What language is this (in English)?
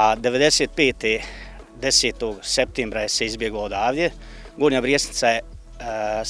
Bosnian